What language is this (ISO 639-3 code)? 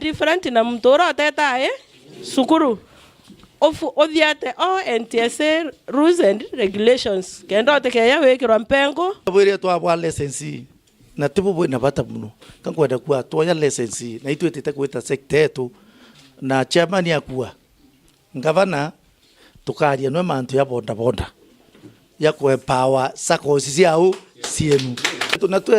mer